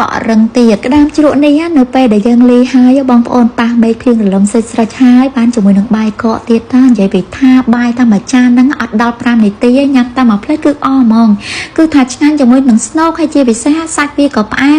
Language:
Khmer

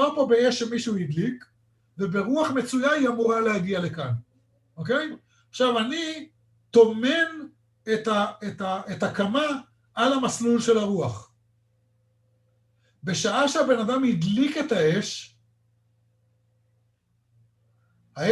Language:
Hebrew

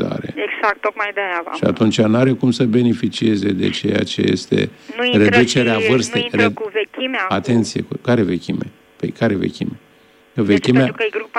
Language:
Romanian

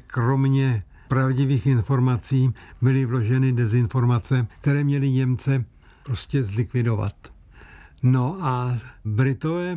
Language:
Czech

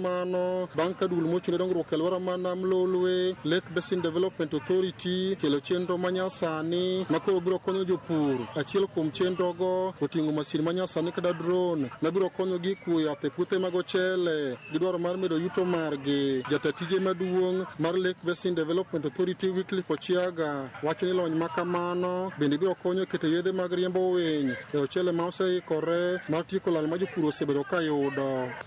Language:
Luo (Kenya and Tanzania)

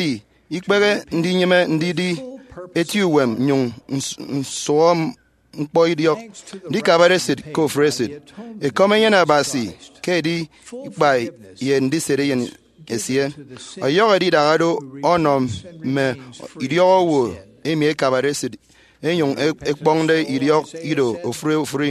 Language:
Efik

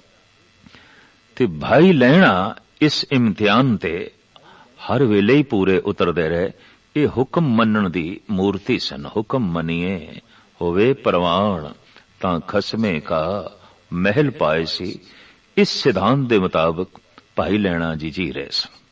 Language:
Punjabi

